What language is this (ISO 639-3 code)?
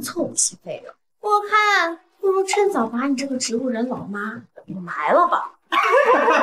zho